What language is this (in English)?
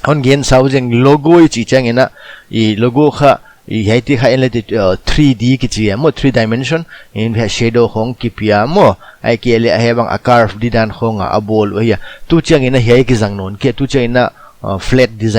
Paite Chin